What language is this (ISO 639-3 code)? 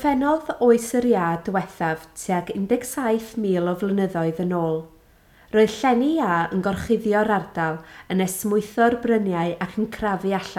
cym